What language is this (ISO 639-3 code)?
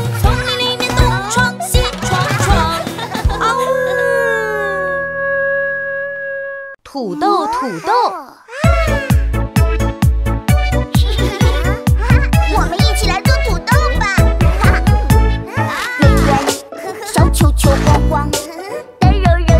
zho